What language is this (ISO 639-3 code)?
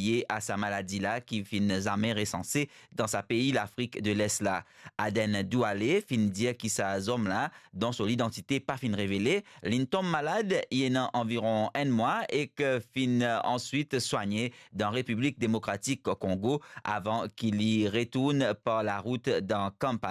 mfe